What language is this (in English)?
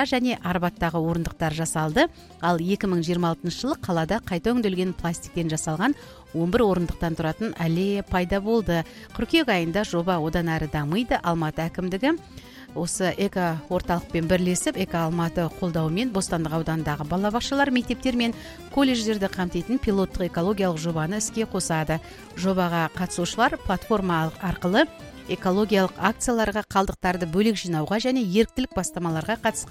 Kazakh